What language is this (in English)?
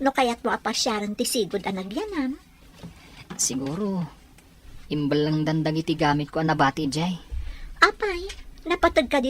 Iloko